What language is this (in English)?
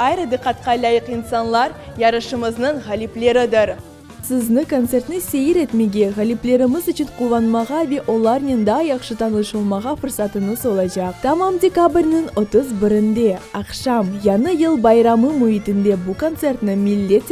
Crimean Tatar